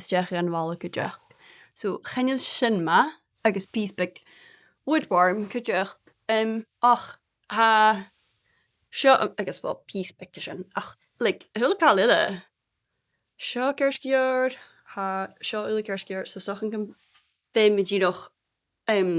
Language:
Scottish Gaelic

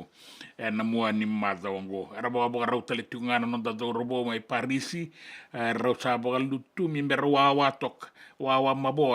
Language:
Fijian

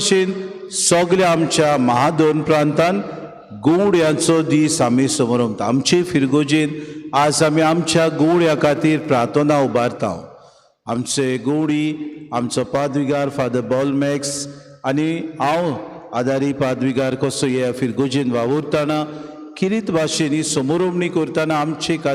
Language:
Konkani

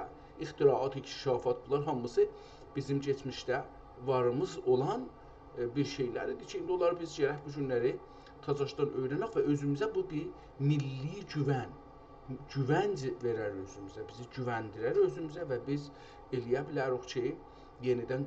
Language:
South Azerbaijani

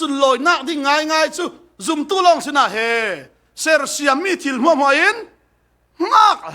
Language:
Falam Chin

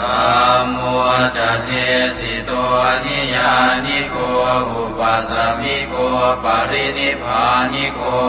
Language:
Pali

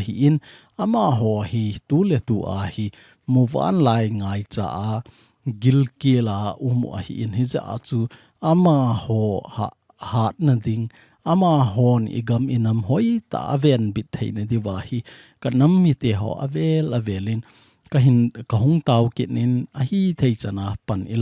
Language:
Thado Chin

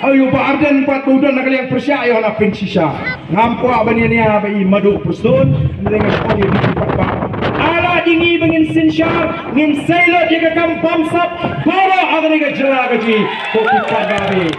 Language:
Khasi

